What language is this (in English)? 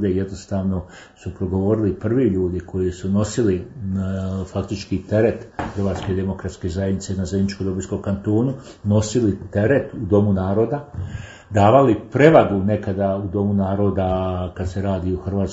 Croatian